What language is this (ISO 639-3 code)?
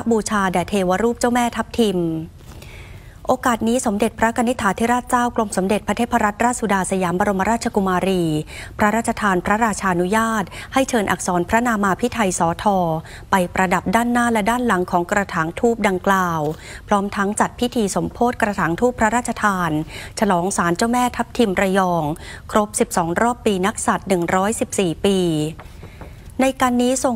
tha